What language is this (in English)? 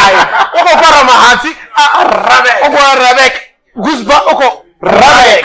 Venda